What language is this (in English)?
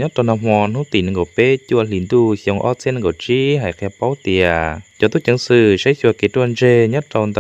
Hmong